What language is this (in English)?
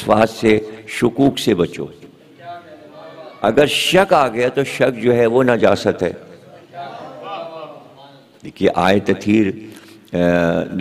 Urdu